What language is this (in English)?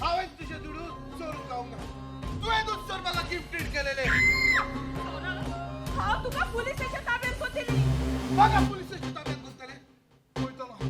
Konkani